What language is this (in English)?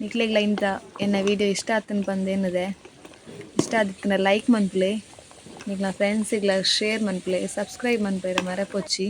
Tulu